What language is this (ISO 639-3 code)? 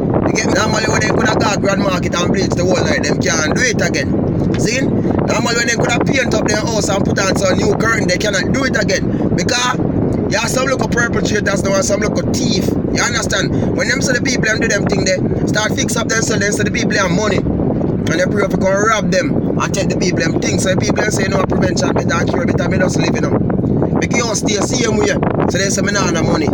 jam